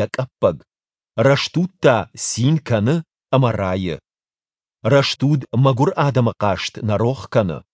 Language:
Ossetic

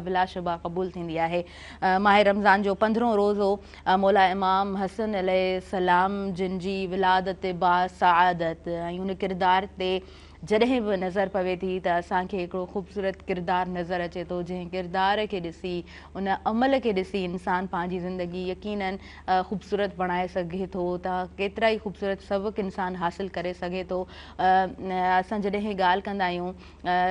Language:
Sindhi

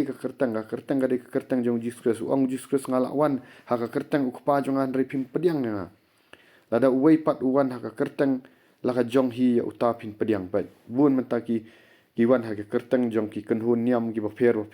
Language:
Khasi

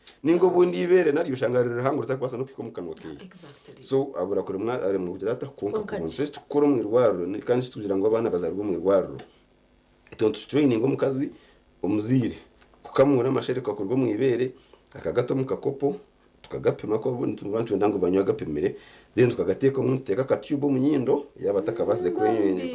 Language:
Nyankole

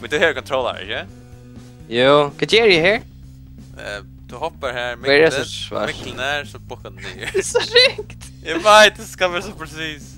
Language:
Faroese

